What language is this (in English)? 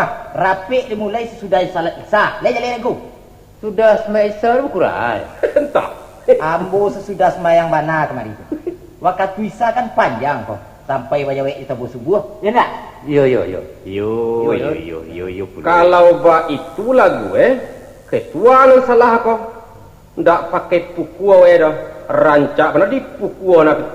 Minangkabau